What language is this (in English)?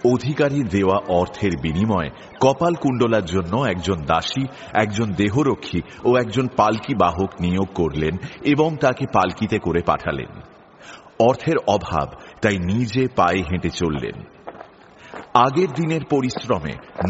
Bangla